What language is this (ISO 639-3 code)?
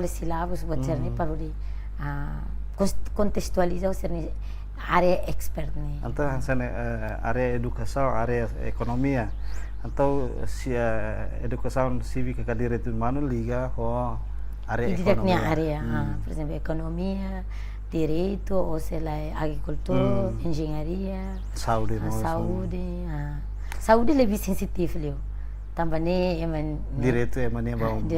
tet